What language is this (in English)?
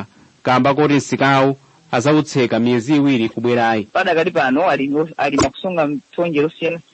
Nyanja